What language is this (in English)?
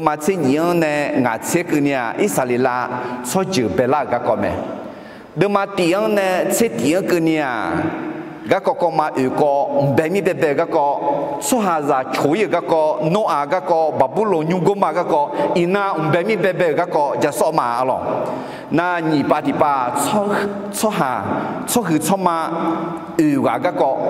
Akha